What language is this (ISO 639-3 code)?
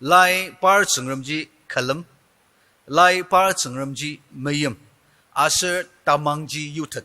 njo